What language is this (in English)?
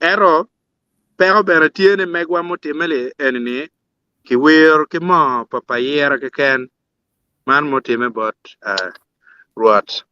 Acoli